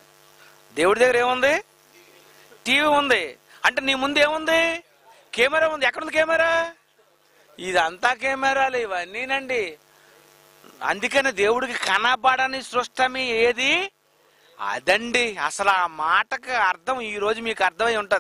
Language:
Telugu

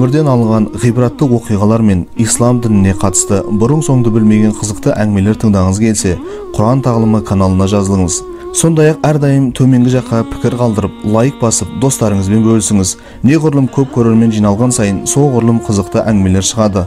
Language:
Kazakh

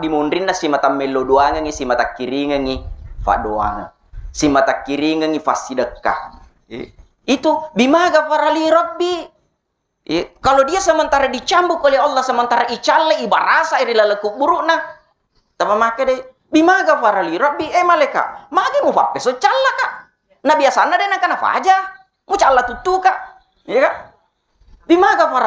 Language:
Buginese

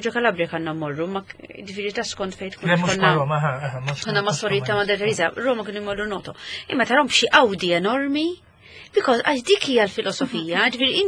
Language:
Maltese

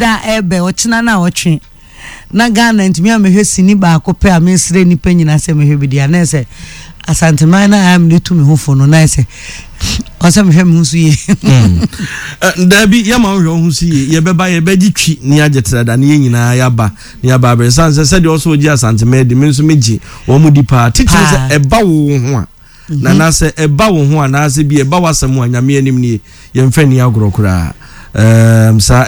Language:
Akan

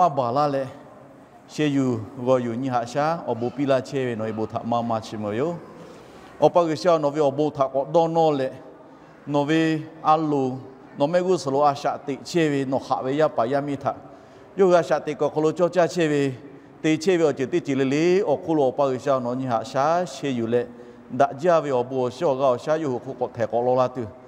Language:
Lahu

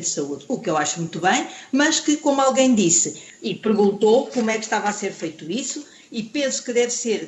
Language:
Portuguese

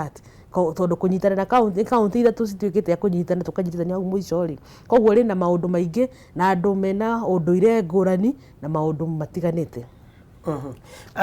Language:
Kikuyu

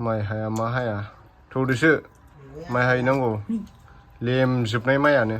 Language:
Bodo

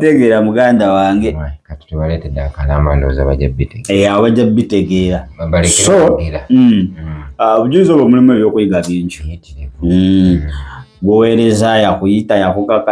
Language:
Ganda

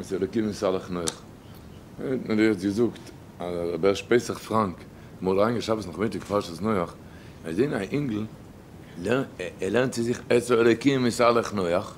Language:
Yiddish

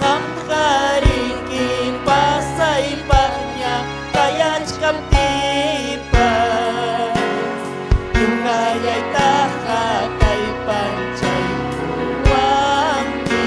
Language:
Ayacucho Quechua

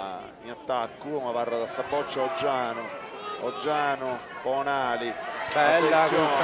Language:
Sardinian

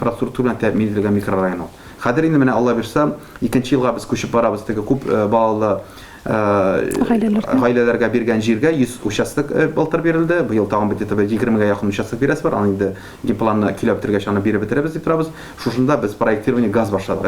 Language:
Tatar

